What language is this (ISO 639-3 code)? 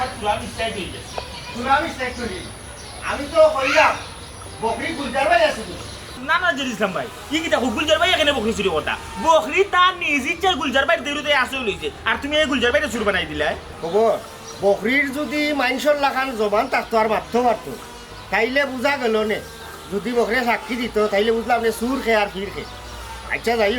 syl